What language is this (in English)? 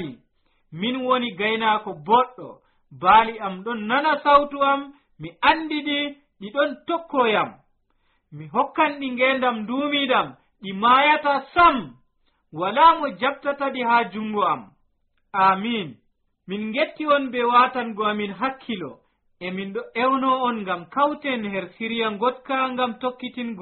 Nigerian Fulfulde